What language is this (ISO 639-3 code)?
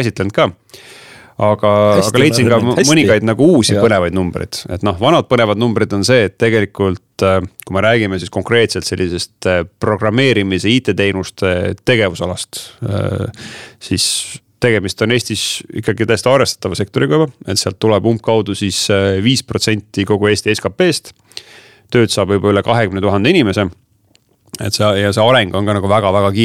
est